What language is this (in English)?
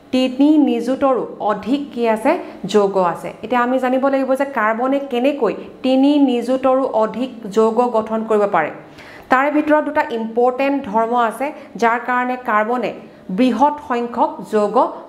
Assamese